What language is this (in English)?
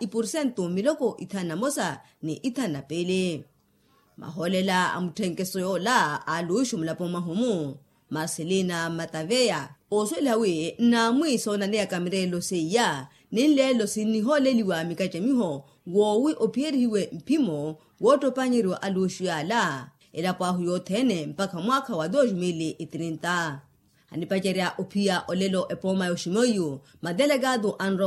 Makhuwa